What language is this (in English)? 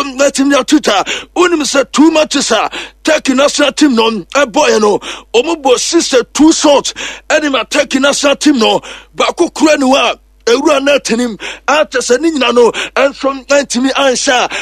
Akan